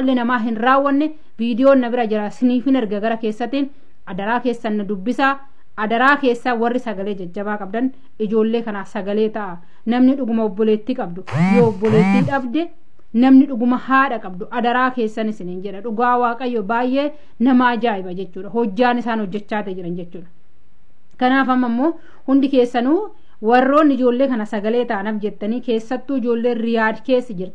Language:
Oromo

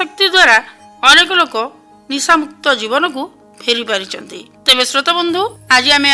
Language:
Odia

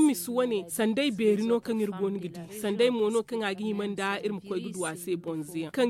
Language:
Zarma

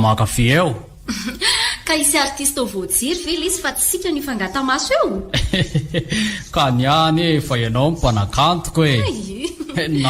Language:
Malagasy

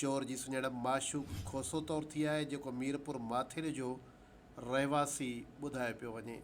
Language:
Sindhi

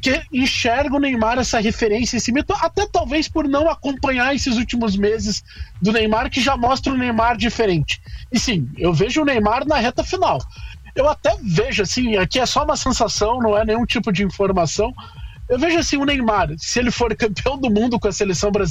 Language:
Portuguese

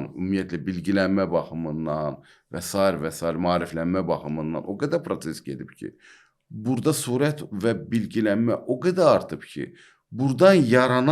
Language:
Azerbaijani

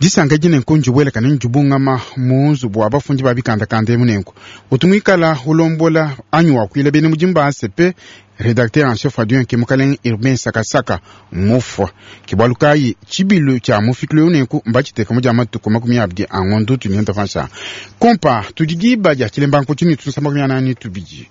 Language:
Luba-Lulua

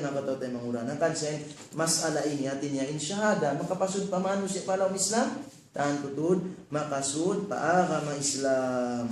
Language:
Tausug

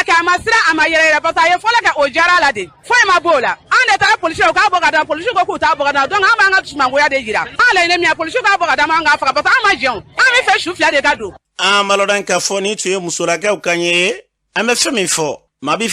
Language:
Bambara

